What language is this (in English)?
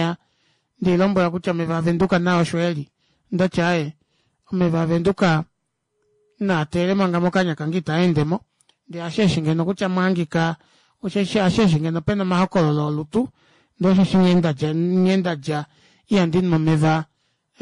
Kuanyama